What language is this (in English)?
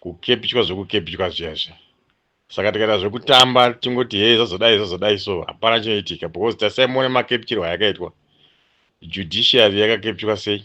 Shona